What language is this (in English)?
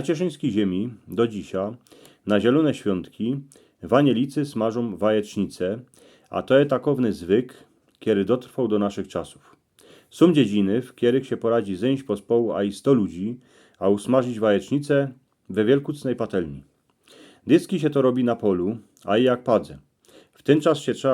Silesian